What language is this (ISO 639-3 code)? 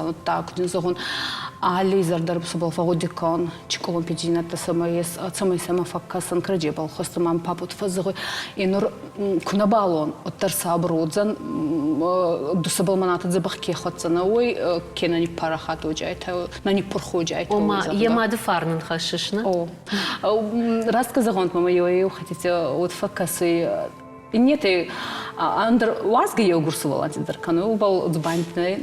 oss